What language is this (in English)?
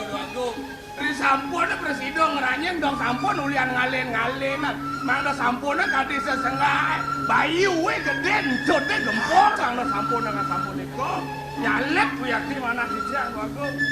Balinese